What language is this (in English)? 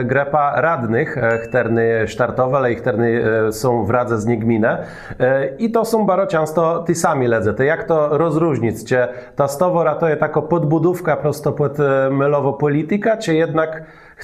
Kashubian